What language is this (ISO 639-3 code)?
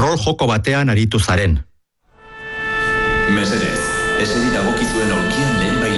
eus